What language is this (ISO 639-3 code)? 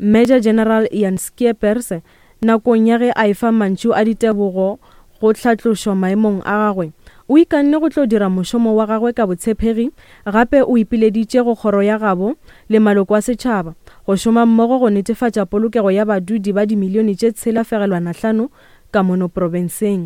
nso